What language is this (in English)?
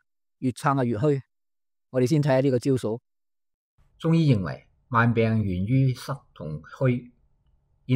Cantonese